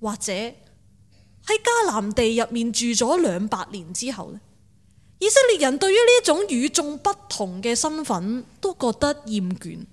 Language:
Cantonese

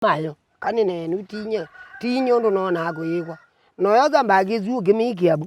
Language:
Kamba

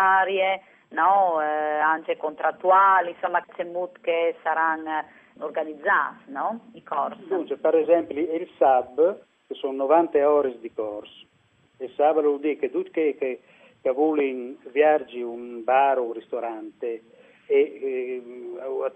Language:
Friulian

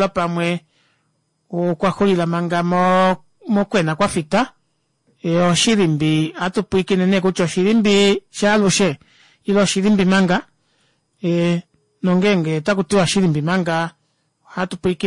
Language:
Kuanyama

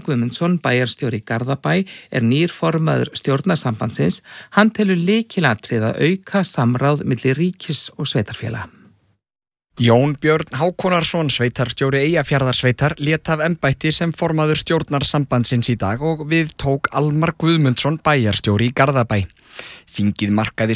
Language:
Icelandic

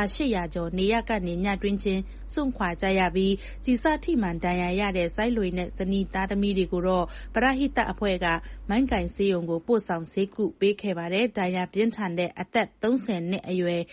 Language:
Burmese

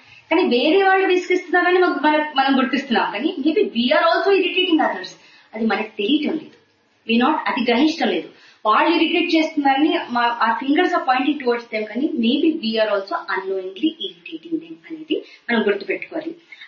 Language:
Telugu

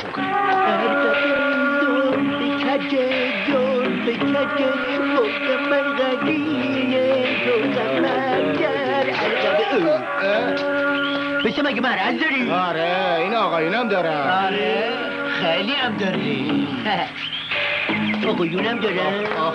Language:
Persian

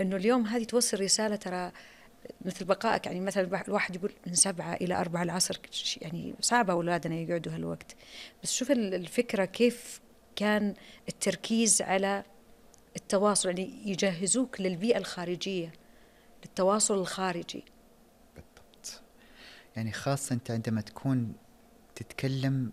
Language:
Najdi Arabic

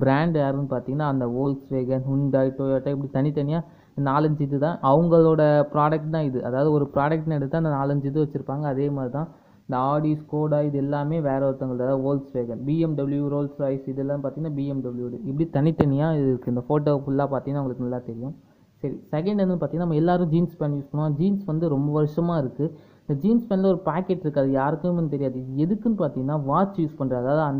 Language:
Tamil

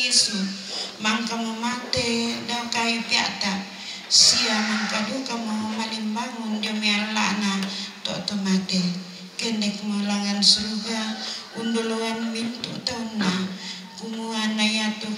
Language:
Toraja-Sa'dan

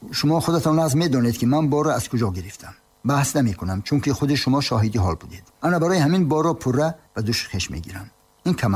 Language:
Tajik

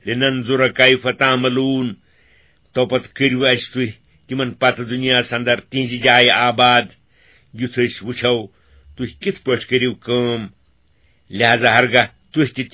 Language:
Kashmiri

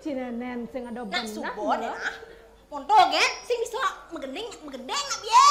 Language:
Balinese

